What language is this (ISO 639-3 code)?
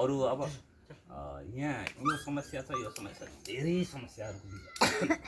nep